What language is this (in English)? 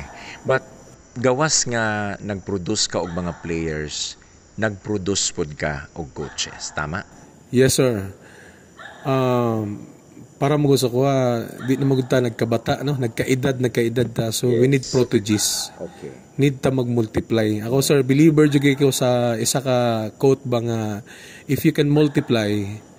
Cebuano